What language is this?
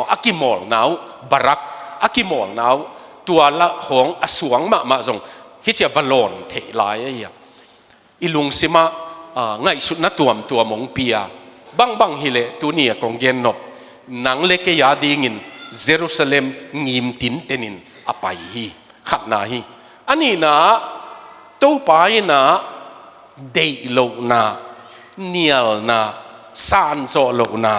Tedim Chin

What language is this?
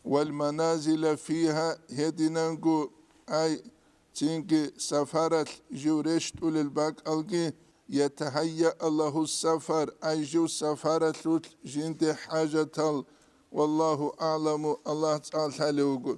Avaric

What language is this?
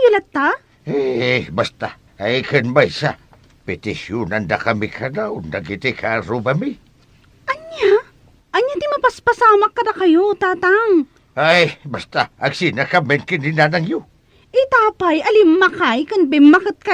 Iloko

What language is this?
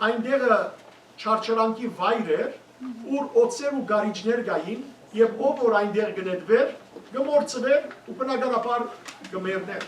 Western Armenian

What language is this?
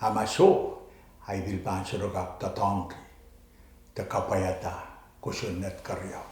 Pohnpeian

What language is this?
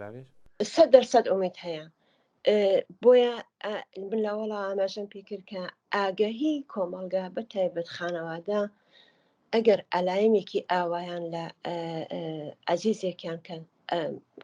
Central Kurdish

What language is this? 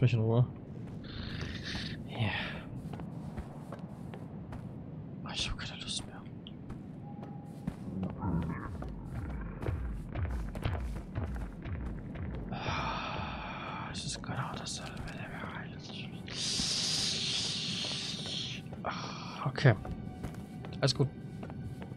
German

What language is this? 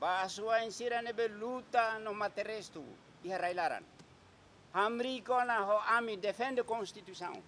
Tetum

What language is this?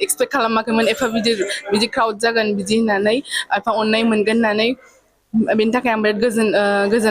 Bodo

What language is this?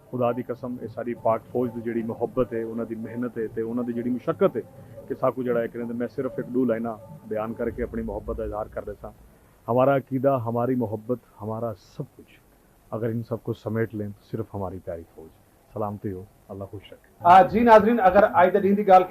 Saraiki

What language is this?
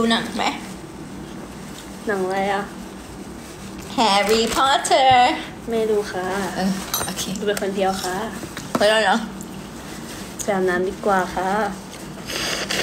Thai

